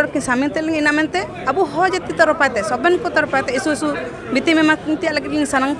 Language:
Santali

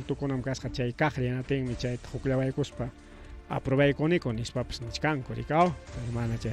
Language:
Ayacucho Quechua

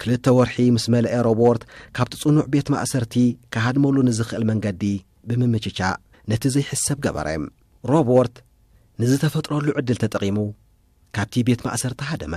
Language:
Tigrinya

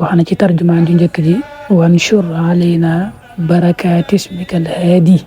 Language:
Wolof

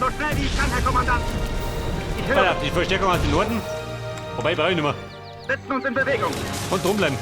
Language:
Bavarian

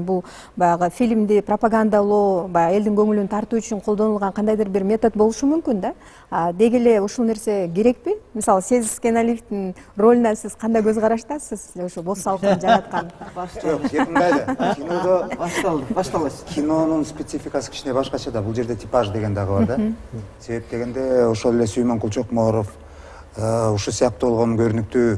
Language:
Kyrgyz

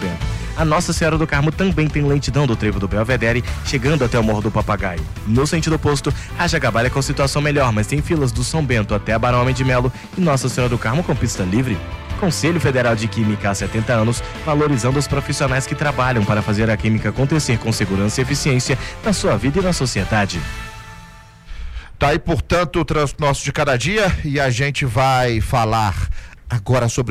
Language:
Portuguese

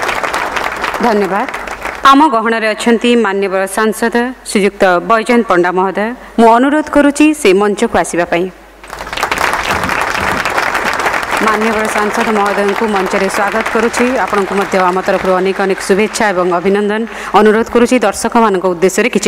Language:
Odia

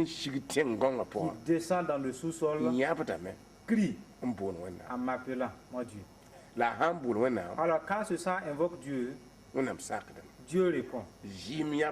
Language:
Mossi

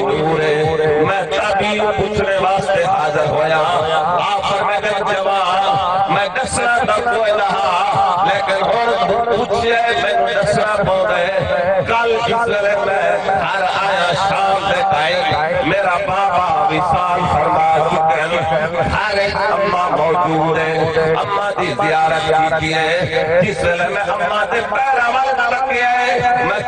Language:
Saraiki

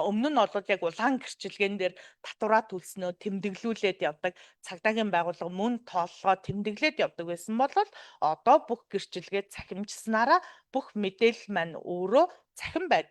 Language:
Mongolian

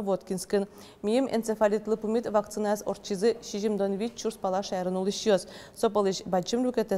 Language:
Udmurt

